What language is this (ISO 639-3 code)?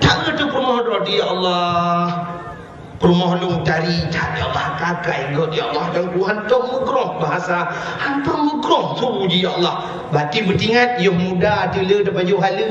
ace